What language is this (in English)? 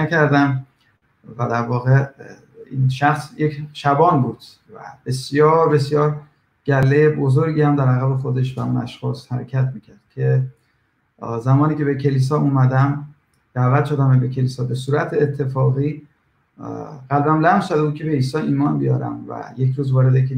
Persian